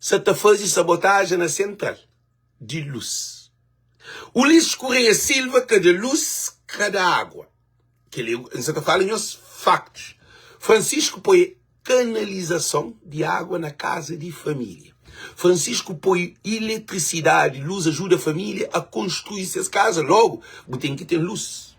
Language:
Kabuverdianu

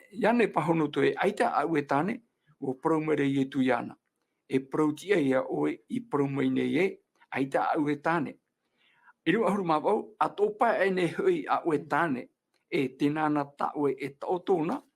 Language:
Tahitian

